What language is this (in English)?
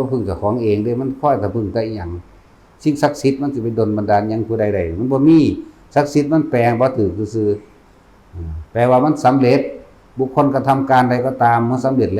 Northeastern Thai